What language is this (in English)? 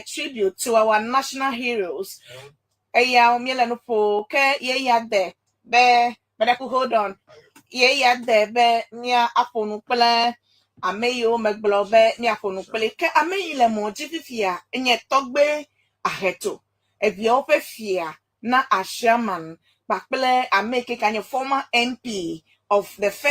Ewe